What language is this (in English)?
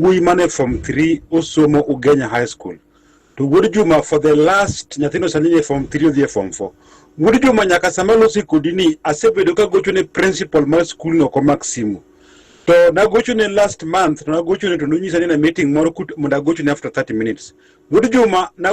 Luo (Kenya and Tanzania)